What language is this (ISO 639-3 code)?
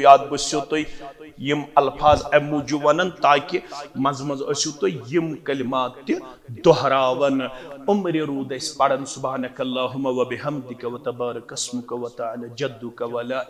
kas